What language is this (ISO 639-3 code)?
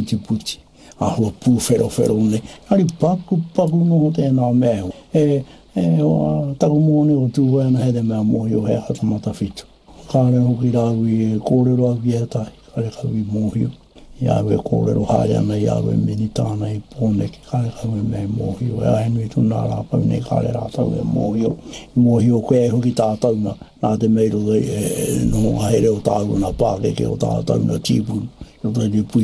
mri